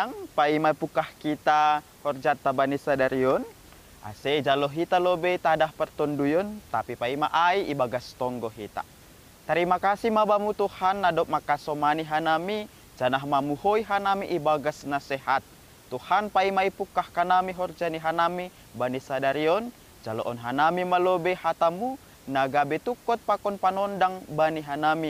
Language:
Batak Simalungun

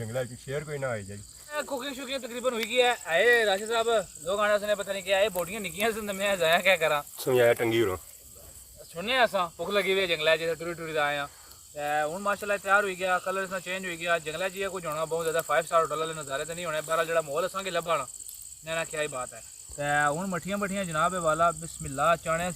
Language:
Pahari-Potwari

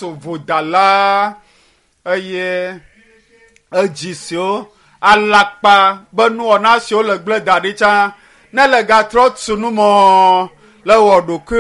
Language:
Ewe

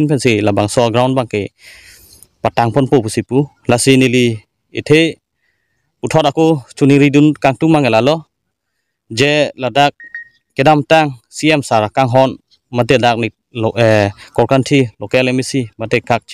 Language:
Karbi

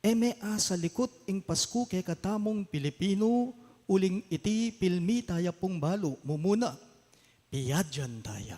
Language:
Pampanga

